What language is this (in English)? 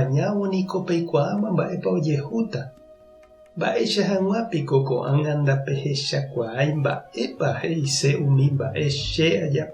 Guarani